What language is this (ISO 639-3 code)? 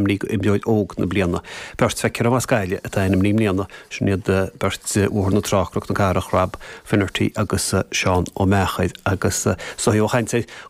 gle